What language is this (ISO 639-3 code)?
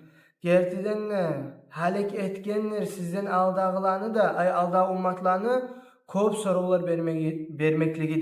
kum